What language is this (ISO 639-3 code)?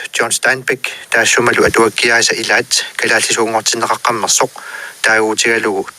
kal